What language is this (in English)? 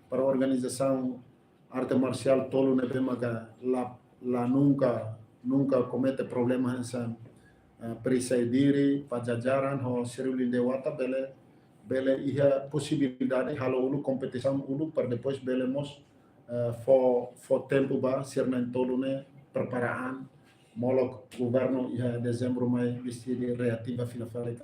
Tetum